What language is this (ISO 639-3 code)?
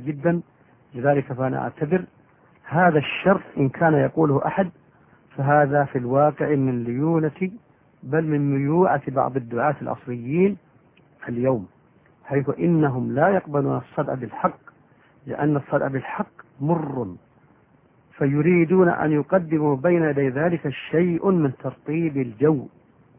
ara